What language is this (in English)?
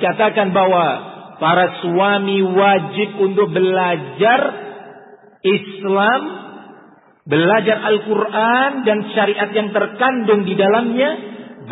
Indonesian